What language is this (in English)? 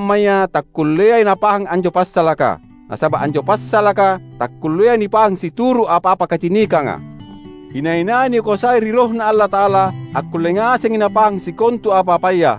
Makasar